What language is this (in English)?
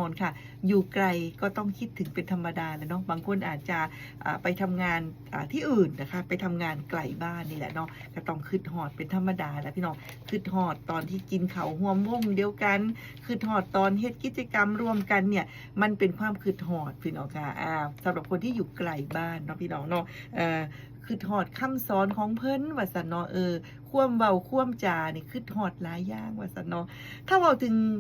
Northeastern Thai